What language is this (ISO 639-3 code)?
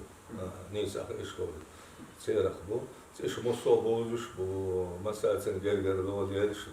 che